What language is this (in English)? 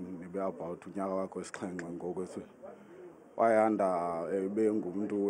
Zulu